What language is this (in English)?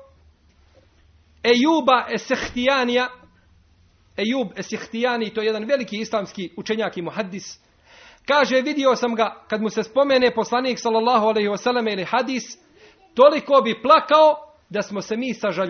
Bosnian